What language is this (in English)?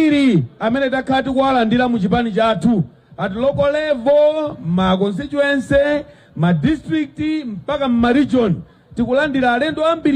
Nyanja